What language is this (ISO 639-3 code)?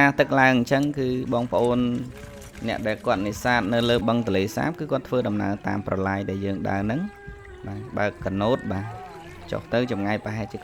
khm